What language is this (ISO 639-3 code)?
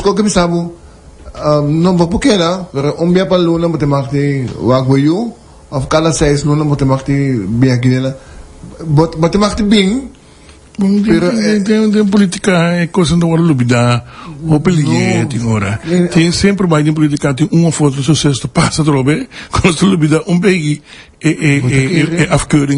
pap